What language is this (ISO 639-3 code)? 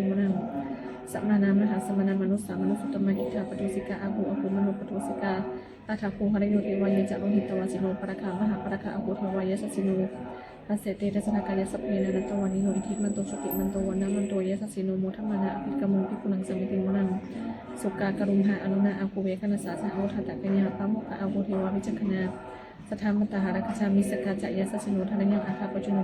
pli